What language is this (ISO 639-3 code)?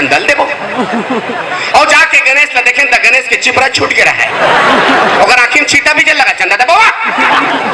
hne